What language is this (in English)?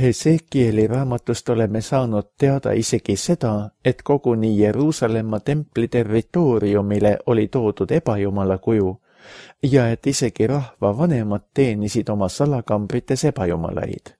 Estonian